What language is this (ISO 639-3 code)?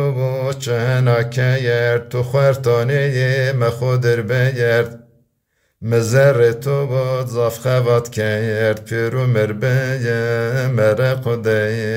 zza